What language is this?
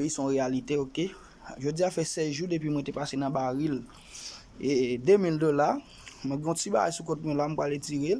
Haitian Creole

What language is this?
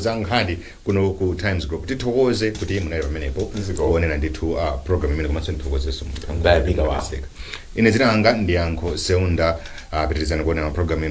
Nyanja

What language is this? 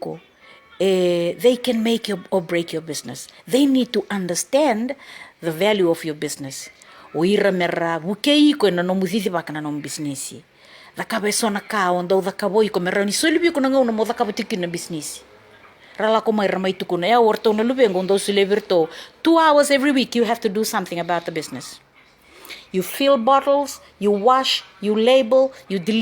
Fijian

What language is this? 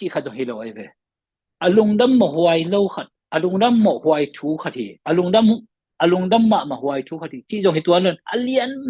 Tedim Chin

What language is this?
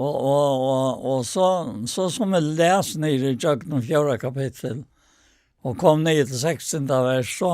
Faroese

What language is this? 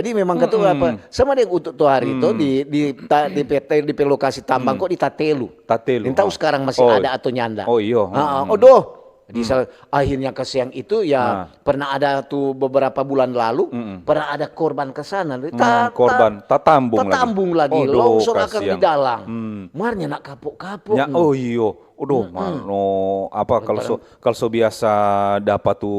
Manado Malay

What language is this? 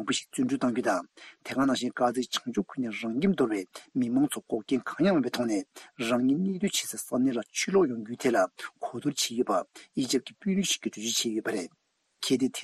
Tibetan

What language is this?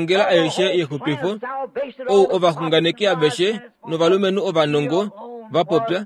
Kuanyama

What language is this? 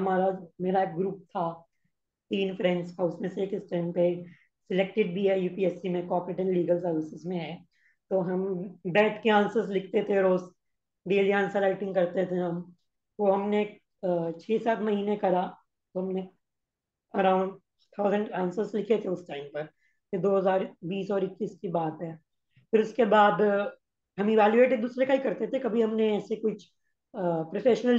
Hindi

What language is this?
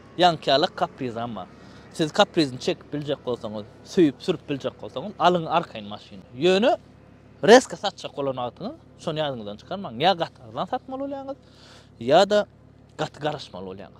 Turkmen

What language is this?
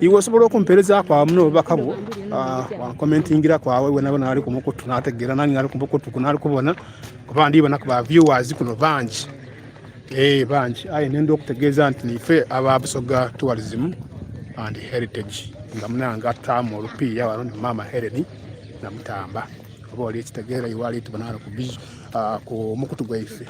Soga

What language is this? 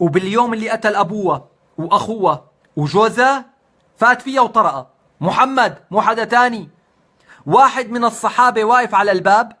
North Levantine Arabic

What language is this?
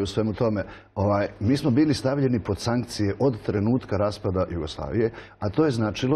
Serbian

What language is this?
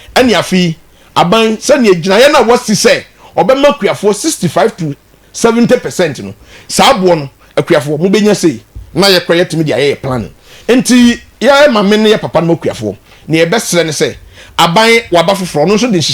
Akan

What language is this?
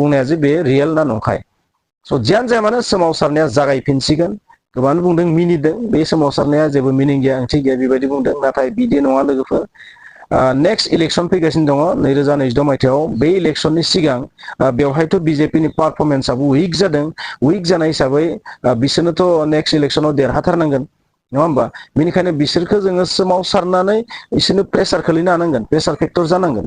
Bodo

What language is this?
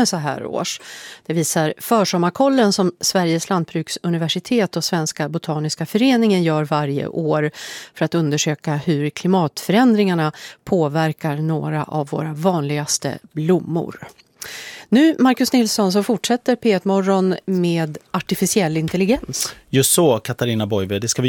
Swedish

